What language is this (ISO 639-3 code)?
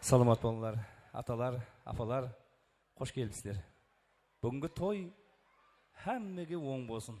kaa